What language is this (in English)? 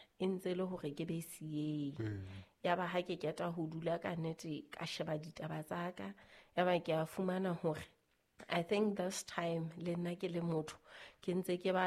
Southern Sotho